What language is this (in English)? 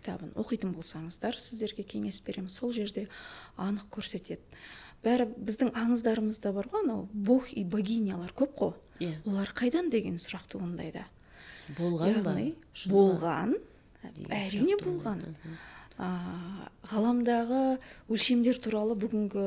Kazakh